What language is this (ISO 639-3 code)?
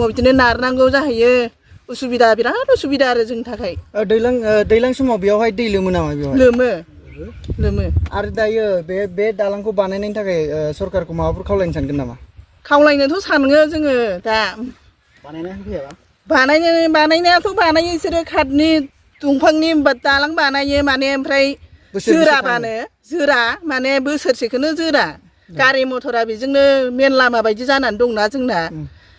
brx